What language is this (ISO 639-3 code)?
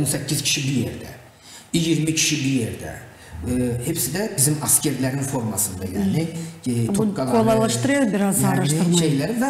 gag